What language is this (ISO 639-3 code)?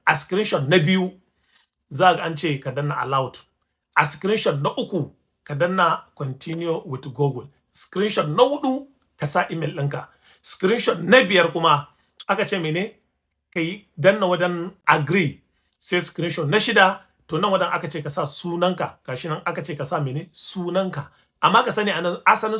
hau